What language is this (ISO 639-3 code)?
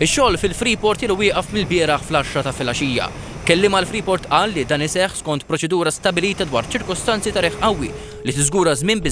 mlt